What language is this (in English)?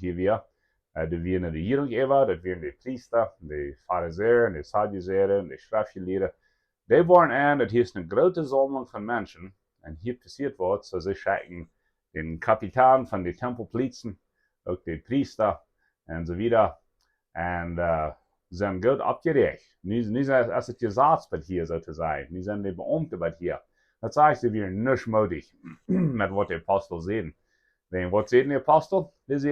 Plautdietsch